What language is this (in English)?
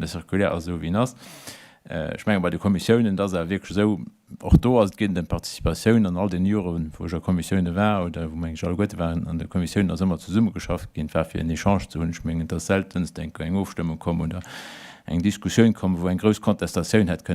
Luxembourgish